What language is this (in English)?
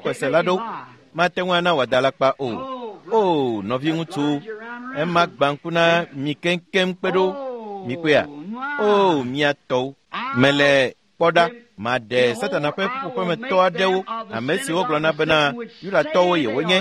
Ewe